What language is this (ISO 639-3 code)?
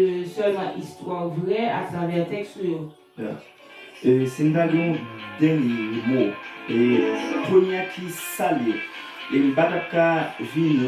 hat